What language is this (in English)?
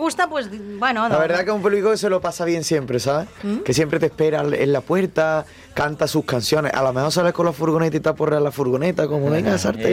Spanish